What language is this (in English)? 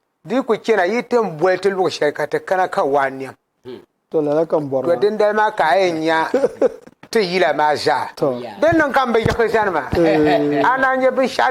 Dagbani